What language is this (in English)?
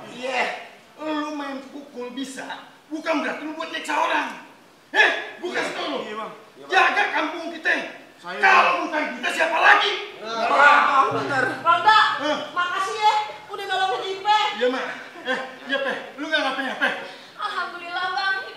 Betawi